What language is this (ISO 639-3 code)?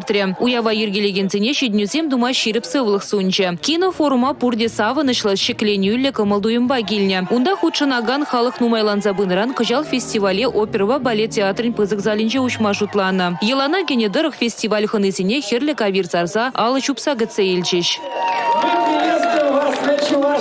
chv